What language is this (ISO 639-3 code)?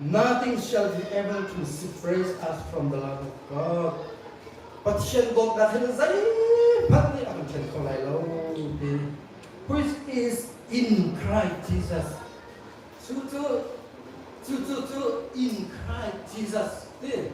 cnh